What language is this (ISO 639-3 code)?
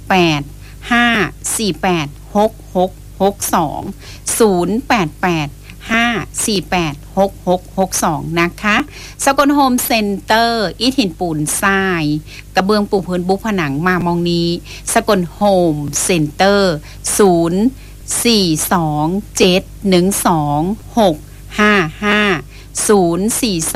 tha